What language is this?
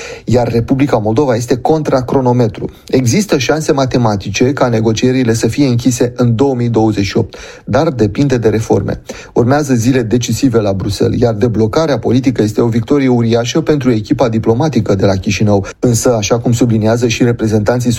Romanian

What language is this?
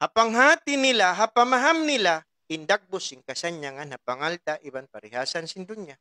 Tausug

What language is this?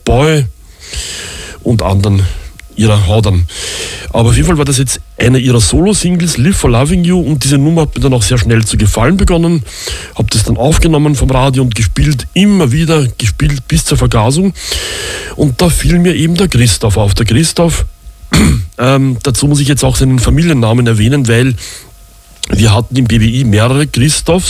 German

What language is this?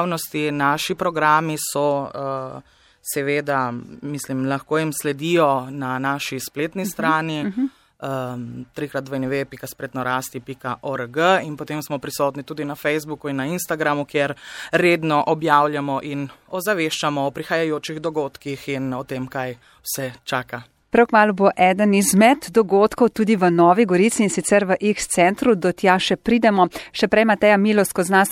Slovenian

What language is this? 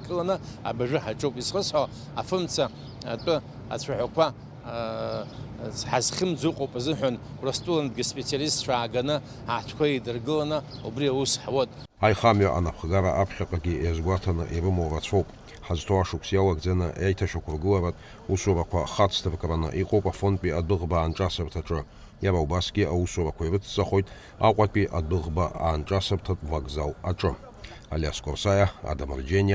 Abkhazian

